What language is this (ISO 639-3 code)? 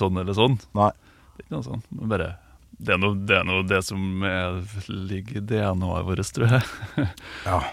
nor